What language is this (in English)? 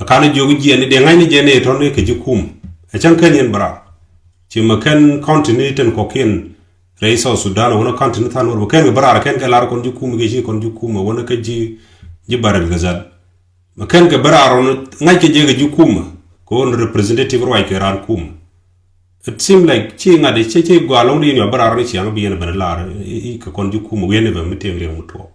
Nuer